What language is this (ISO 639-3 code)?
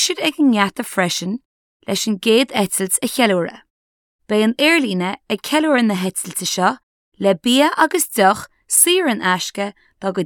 gle